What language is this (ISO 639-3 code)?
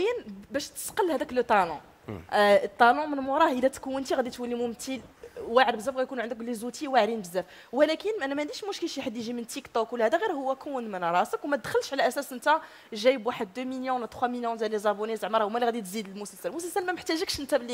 ary